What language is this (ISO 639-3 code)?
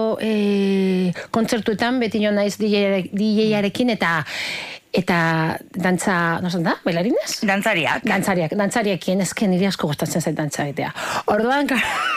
eus